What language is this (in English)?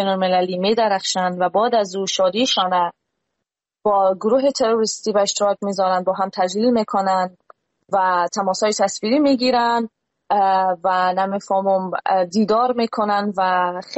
Persian